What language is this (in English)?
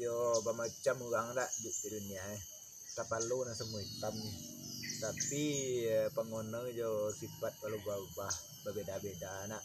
Minangkabau